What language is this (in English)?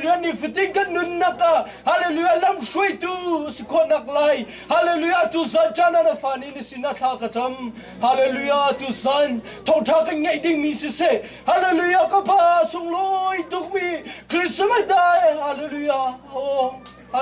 Hakha Chin